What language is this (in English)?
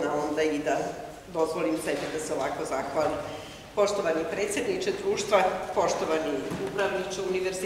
Serbian